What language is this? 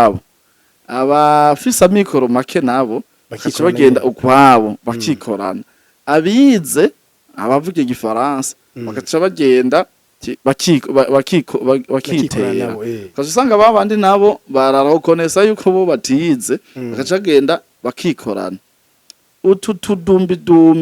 Rundi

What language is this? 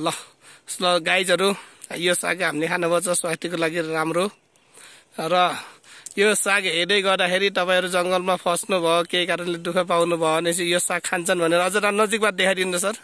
Nepali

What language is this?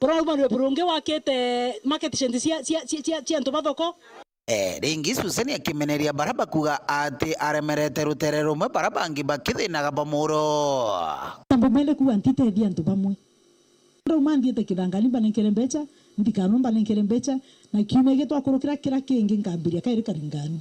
Meru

